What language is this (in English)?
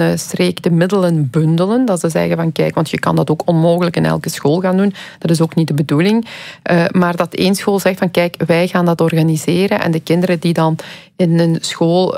Dutch